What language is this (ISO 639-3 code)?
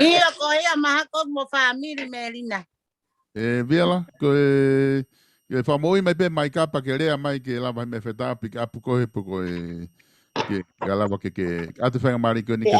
ton